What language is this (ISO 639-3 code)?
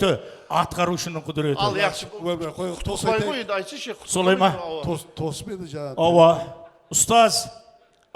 kaa